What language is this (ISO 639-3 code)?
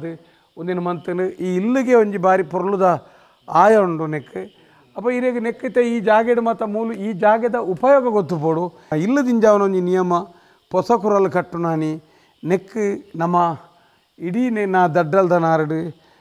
tcy